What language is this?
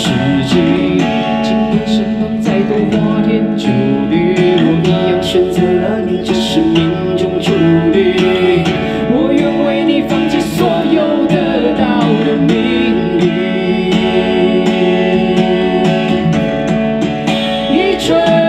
Chinese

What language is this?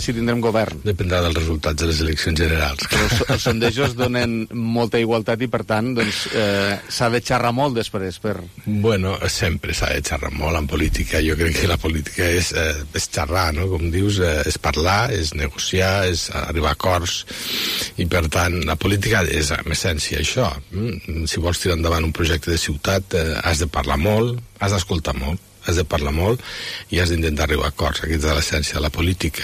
Catalan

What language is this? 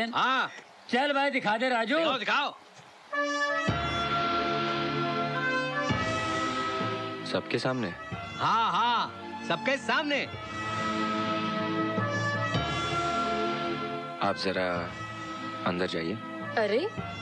Hindi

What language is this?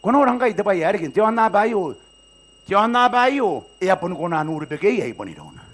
Gilbertese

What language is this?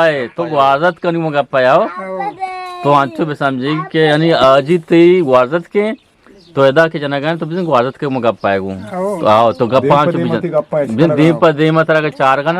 Eastern Balochi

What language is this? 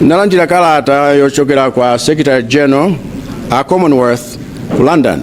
Nyanja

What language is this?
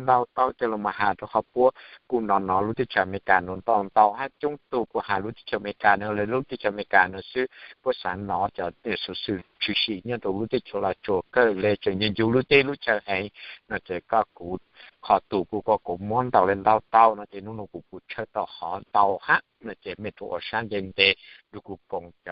Hmong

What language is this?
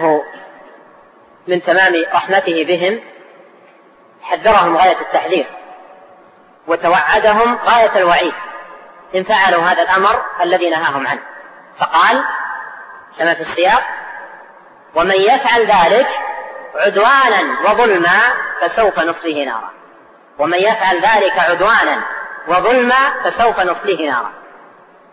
Arabic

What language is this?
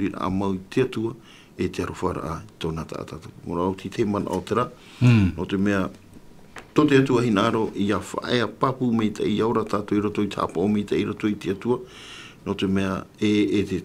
Tahitian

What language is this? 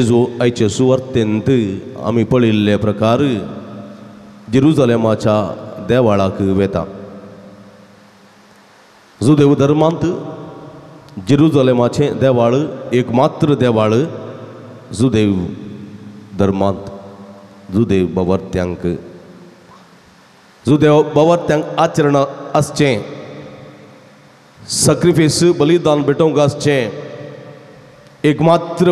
Konkani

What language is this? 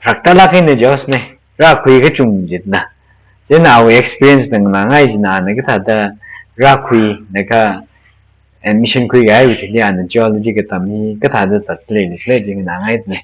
Tangkhul Naga (India)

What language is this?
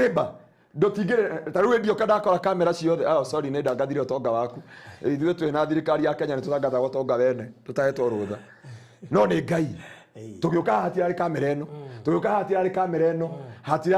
Kikuyu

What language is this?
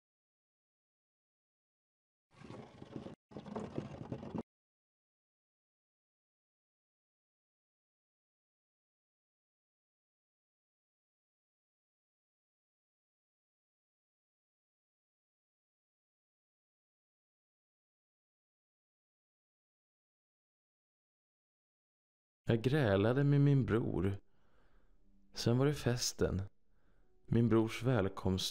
Swedish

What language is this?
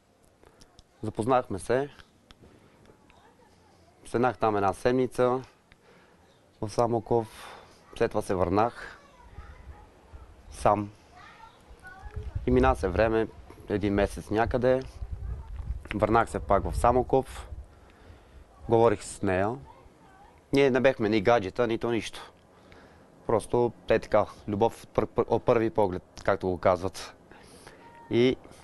Bulgarian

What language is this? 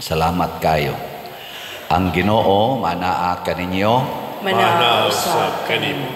Cebuano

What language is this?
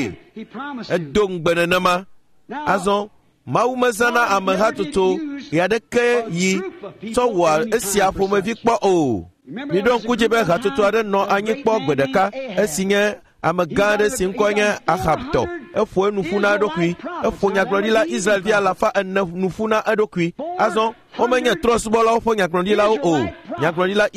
Ewe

